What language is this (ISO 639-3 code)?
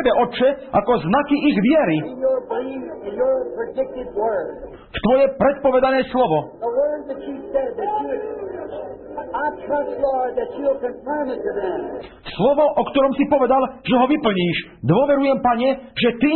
slk